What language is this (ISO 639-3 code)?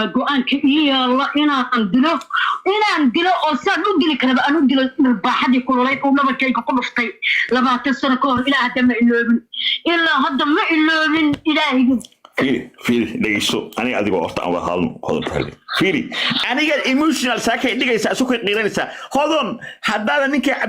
som